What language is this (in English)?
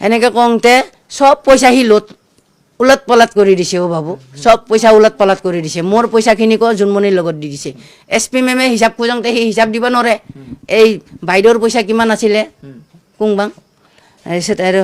Assamese